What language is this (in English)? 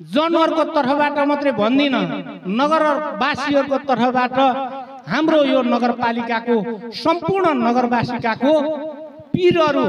Nepali